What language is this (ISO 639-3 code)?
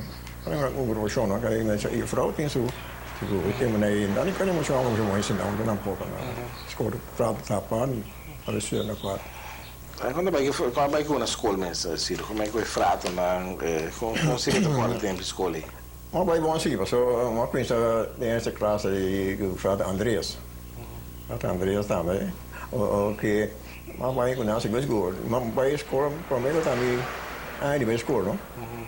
pap